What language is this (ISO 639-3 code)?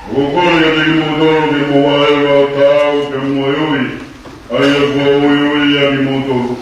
ton